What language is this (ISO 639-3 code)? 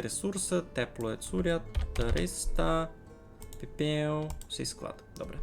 rue